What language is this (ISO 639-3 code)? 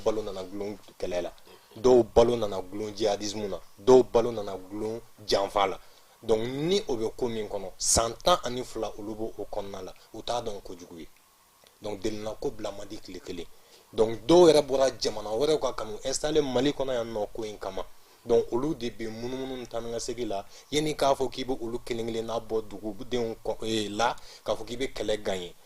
bam